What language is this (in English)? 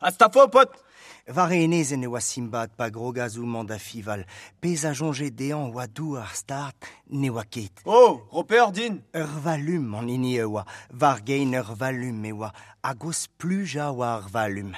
Breton